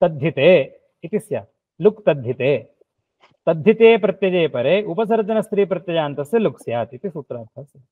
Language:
Sanskrit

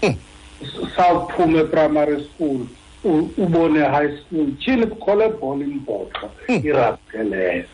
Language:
Xhosa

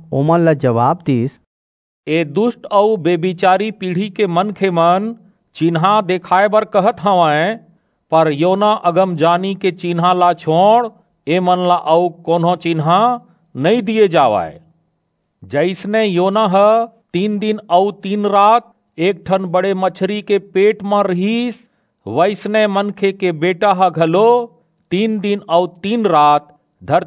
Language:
Chhattisgarhi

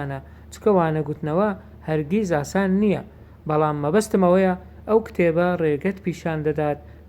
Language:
Central Kurdish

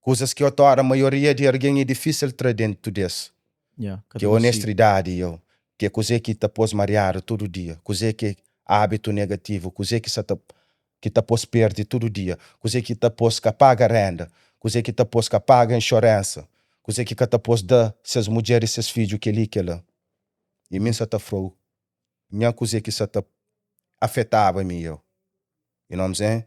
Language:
Kabuverdianu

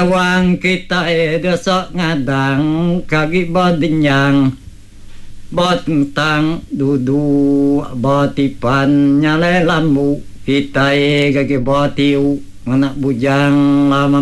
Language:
Iban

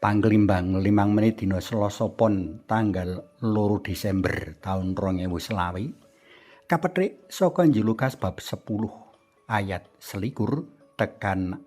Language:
Javanese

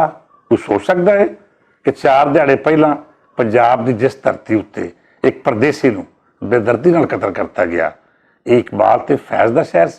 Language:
Western Panjabi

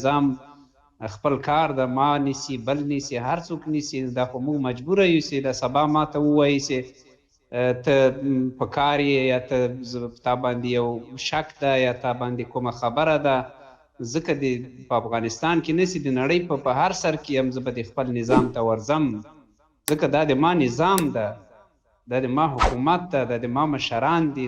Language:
Pashto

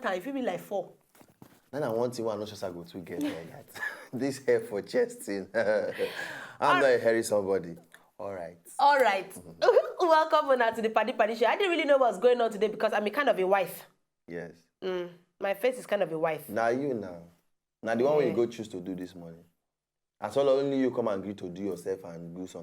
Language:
Nigerian Pidgin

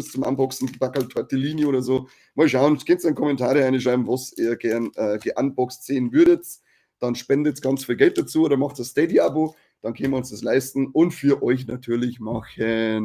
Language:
Bavarian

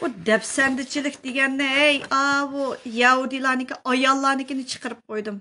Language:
Uyghur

